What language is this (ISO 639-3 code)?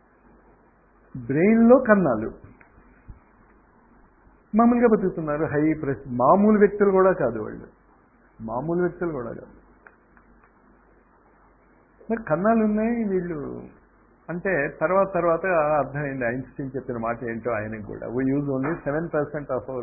tel